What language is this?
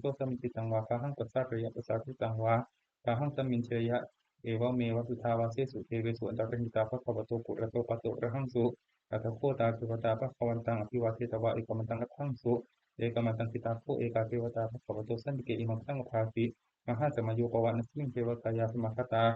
Pali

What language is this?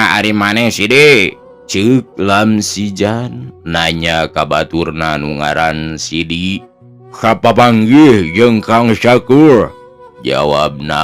Sundanese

